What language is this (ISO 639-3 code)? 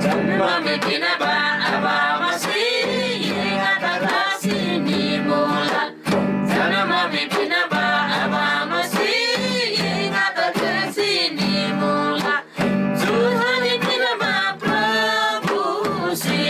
taj